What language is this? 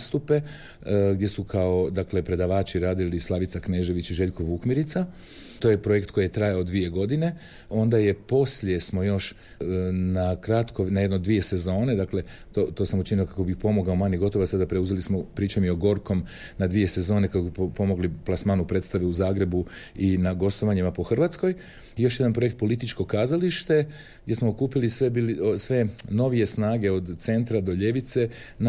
Croatian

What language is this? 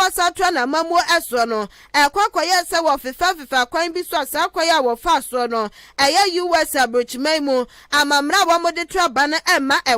Akan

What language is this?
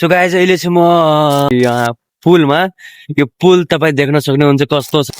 Nepali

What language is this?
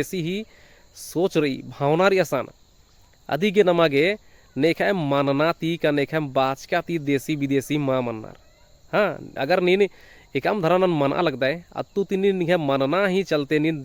Kurukh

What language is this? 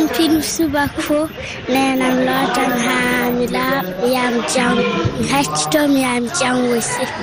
Fula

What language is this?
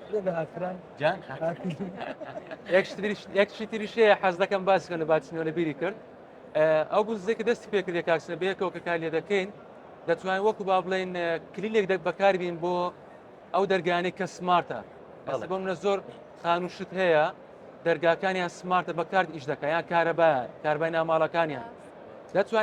Central Kurdish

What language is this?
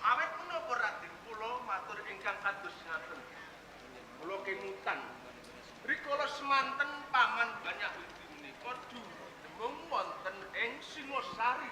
Javanese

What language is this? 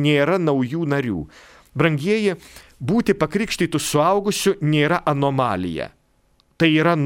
Lithuanian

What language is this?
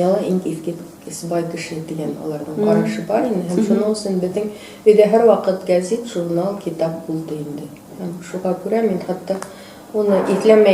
Bashkir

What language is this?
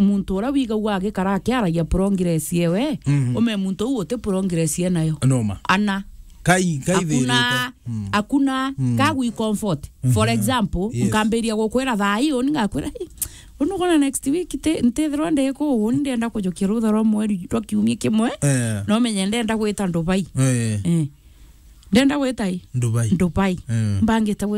Meru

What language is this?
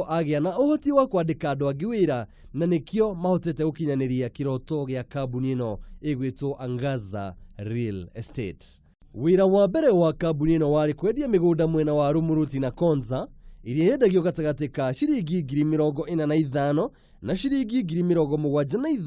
Kikuyu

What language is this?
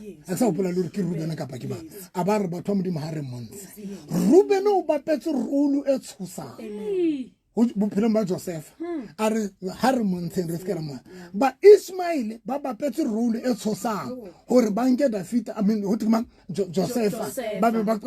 Southern Sotho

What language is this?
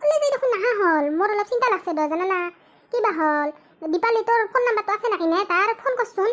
Assamese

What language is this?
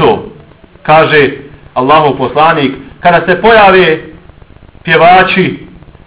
Bosnian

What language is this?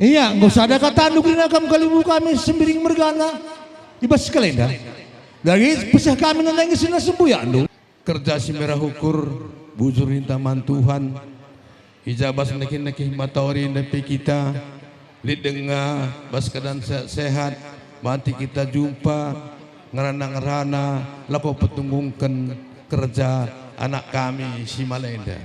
Batak Karo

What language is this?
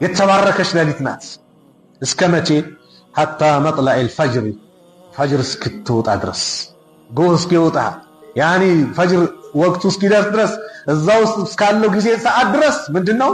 Amharic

